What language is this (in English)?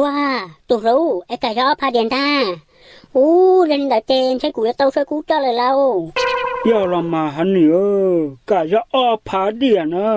Hmong